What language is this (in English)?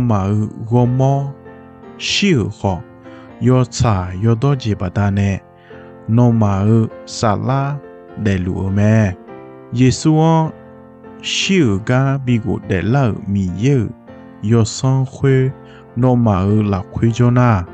Akha